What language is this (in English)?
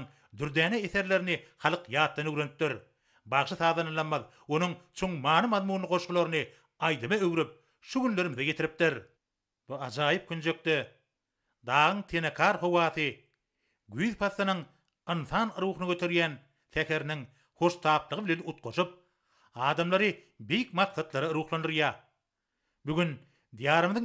Turkmen